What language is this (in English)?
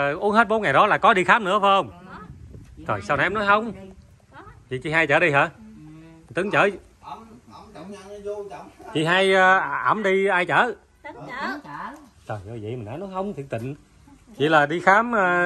Vietnamese